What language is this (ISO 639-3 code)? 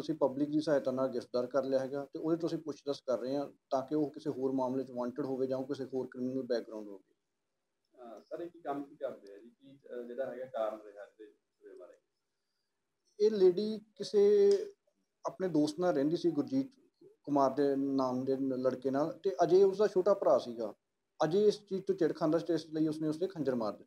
pan